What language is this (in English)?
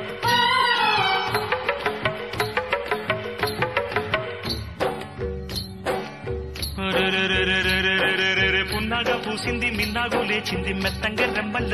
Telugu